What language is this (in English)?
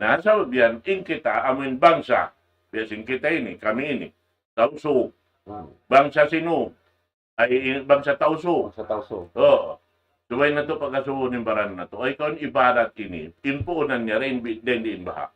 Tausug